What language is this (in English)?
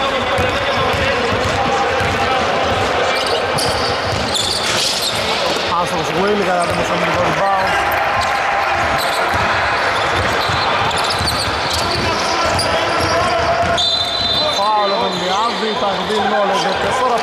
Greek